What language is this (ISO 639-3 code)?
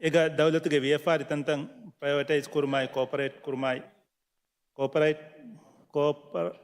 div